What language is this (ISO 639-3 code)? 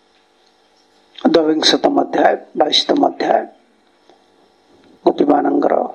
ori